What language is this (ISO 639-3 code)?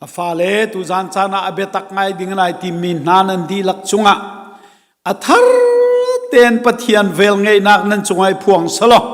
cnh